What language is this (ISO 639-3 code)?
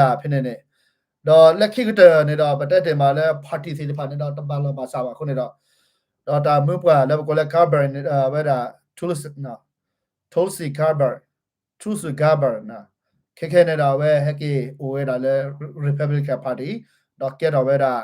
ksw